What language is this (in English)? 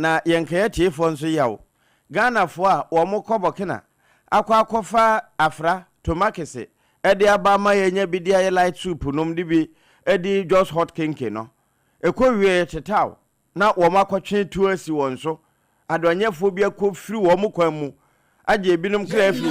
Akan